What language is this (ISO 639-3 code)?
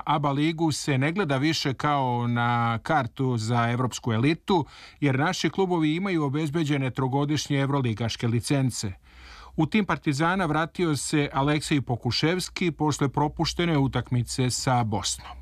srp